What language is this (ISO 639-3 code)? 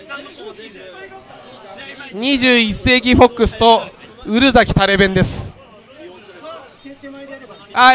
jpn